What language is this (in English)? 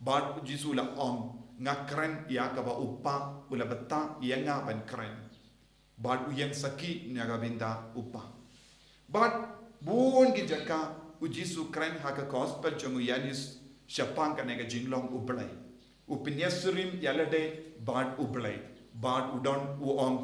Khasi